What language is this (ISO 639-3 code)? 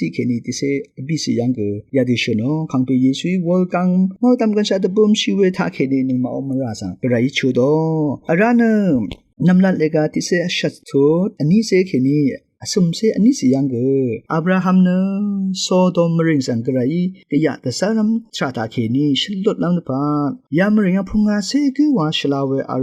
raw